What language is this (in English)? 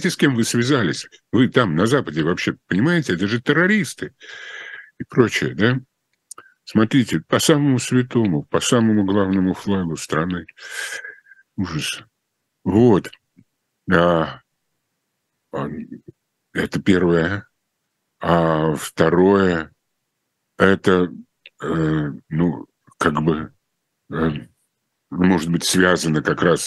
Russian